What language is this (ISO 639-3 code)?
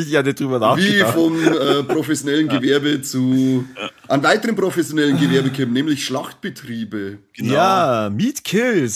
bar